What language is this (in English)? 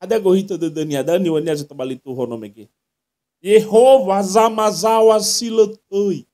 Nias